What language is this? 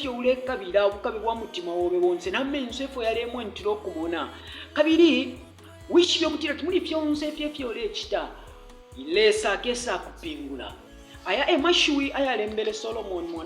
Bemba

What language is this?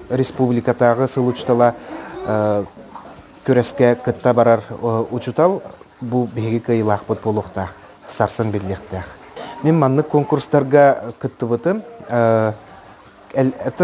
Yakut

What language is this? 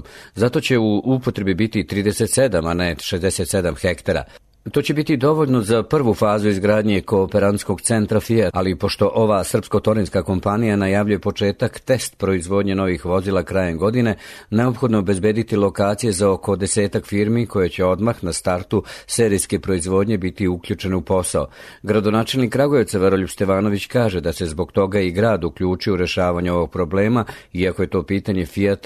Serbian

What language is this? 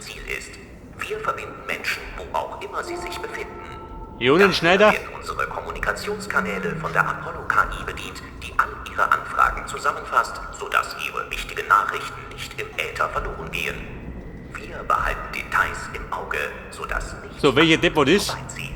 Bavarian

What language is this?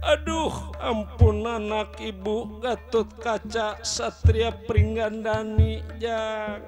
Betawi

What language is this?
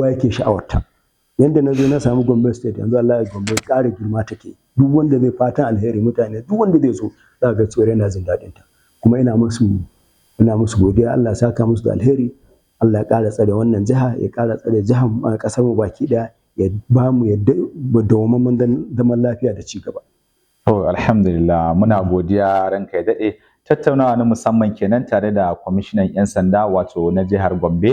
Hausa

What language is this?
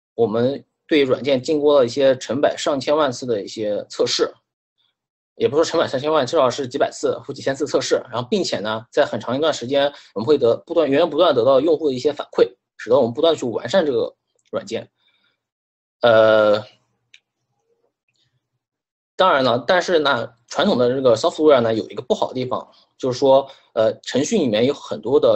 Chinese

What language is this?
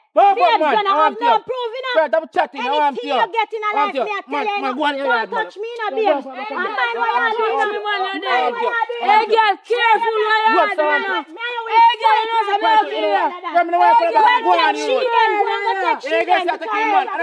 Jamaican Creole English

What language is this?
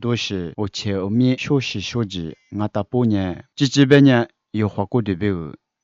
Lisu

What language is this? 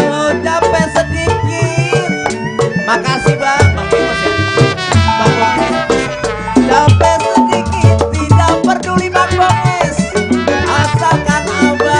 Betawi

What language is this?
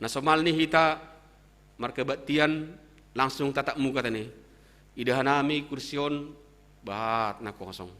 Batak Simalungun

